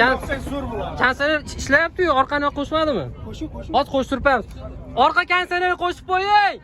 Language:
Uzbek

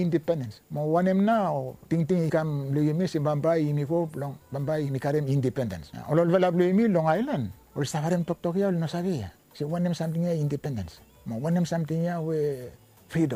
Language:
Bislama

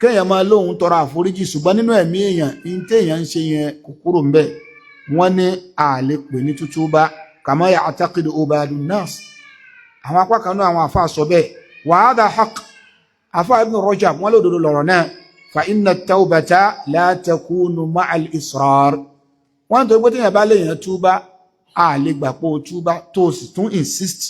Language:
Yoruba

